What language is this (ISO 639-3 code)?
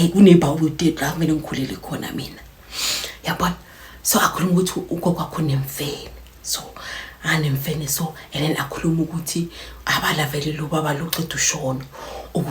zul